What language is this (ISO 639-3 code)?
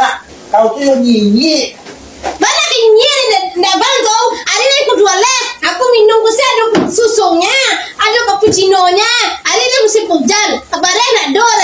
min